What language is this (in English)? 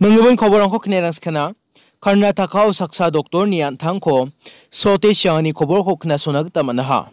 Garo